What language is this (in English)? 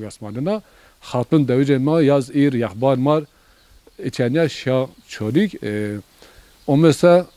Zaza